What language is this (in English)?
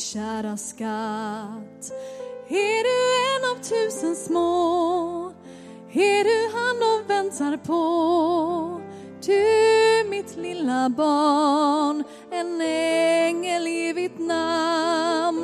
Swedish